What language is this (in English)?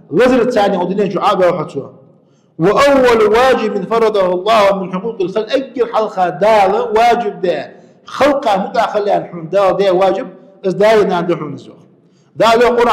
Ingush